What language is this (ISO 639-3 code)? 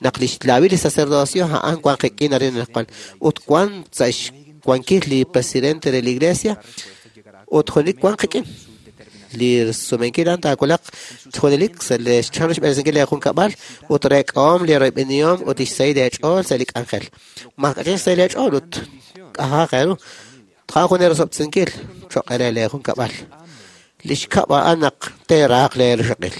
kek